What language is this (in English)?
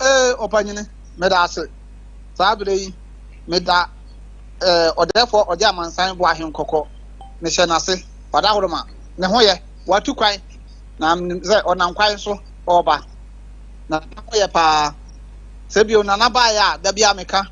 Akan